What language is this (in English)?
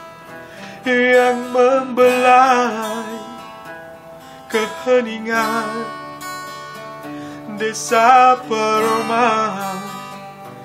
Malay